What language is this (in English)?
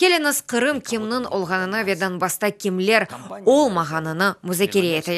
Crimean Tatar